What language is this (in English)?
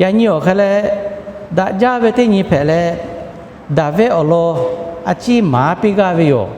Lahu